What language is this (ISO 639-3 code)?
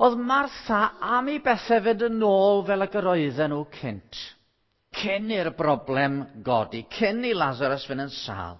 cym